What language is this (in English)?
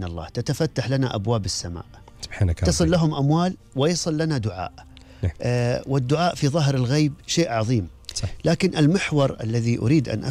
Gulf Arabic